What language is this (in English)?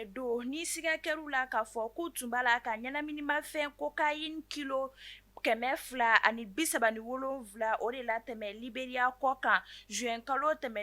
Bambara